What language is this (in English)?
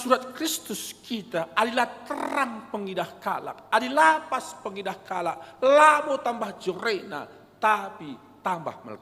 Batak Karo